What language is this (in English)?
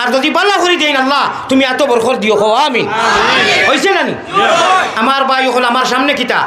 Sylheti